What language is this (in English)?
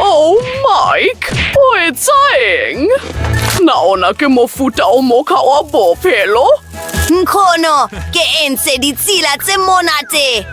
Southern Sotho